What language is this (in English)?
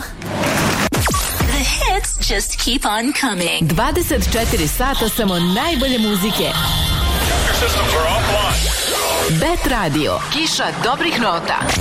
Serbian